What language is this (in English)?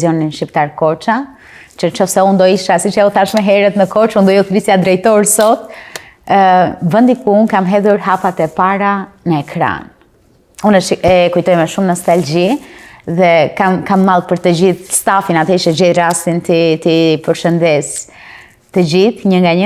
Albanian